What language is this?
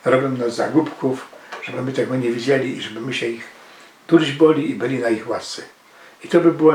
Silesian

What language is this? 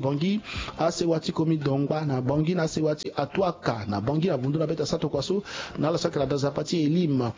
Sango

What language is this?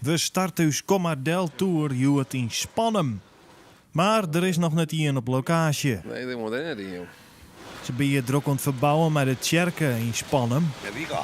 Western Frisian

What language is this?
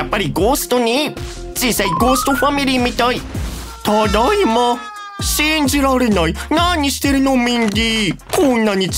Japanese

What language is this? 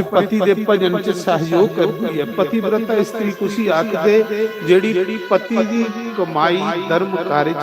Dogri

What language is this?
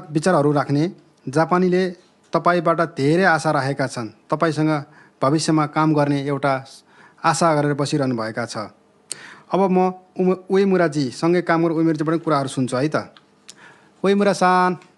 Nepali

